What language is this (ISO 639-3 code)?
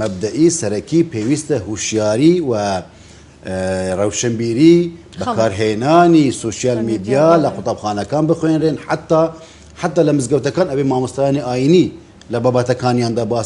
ckb